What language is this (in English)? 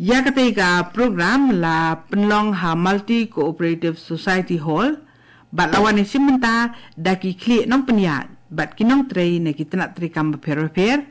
Khasi